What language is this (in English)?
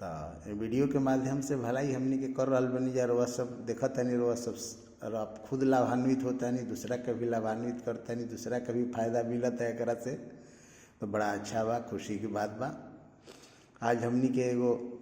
Bhojpuri